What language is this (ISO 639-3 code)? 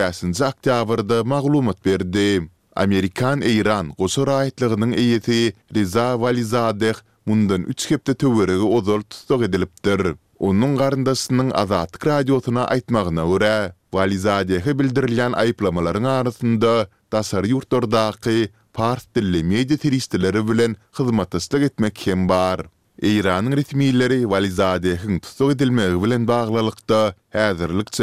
tuk